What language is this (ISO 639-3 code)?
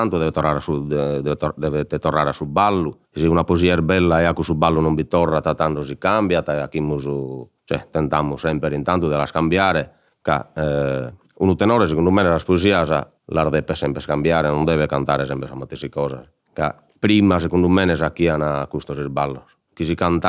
srd